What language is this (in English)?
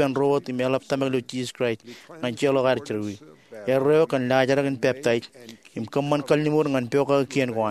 Marshallese